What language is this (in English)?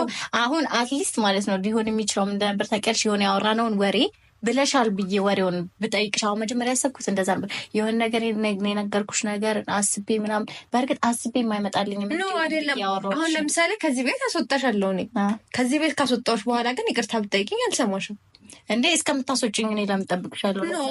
Amharic